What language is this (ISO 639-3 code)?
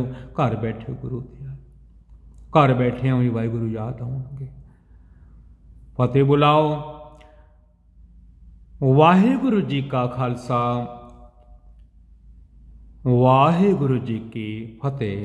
pan